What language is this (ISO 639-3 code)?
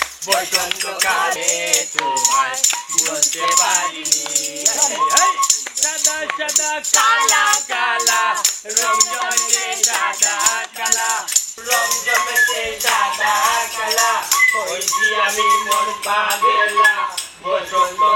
syl